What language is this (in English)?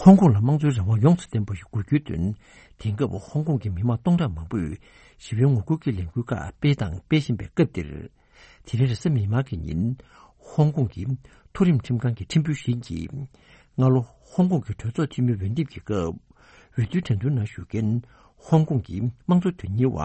Tibetan